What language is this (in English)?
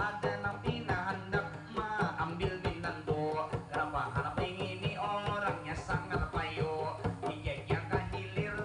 Banjar